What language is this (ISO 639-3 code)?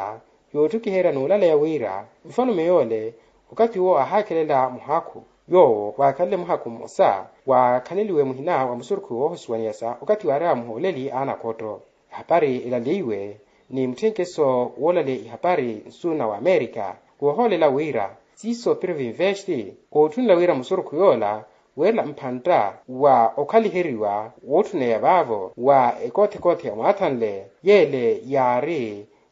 vmw